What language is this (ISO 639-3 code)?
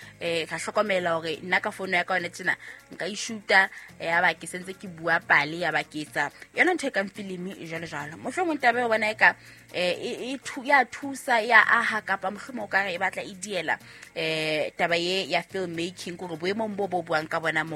sot